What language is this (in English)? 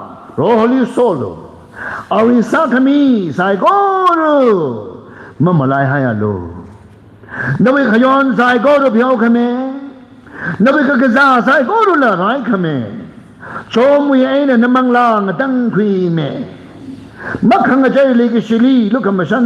Tangkhul Naga (India)